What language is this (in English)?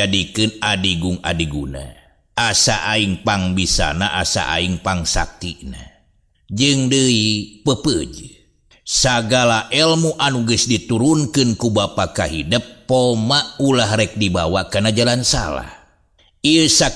Sundanese